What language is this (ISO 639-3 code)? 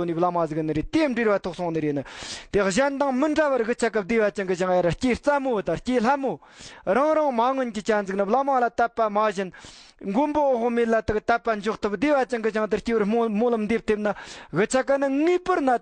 bod